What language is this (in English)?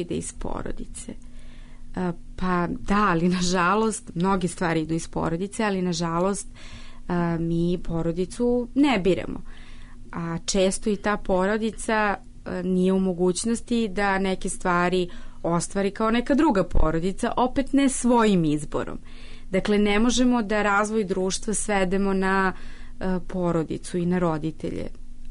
Serbian